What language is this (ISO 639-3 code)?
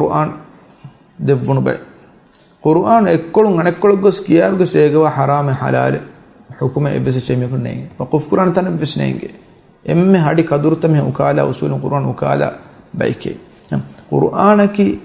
div